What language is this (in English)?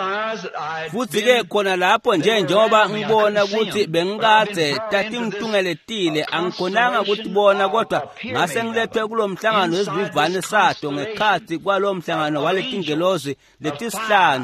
Swati